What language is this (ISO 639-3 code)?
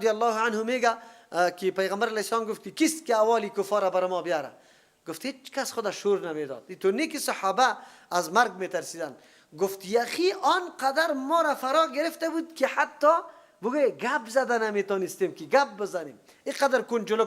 fas